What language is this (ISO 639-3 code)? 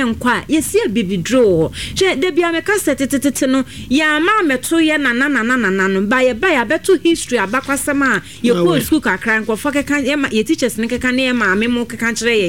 aka